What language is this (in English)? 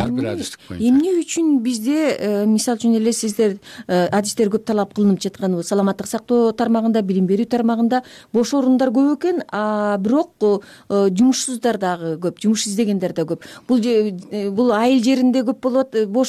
Kyrgyz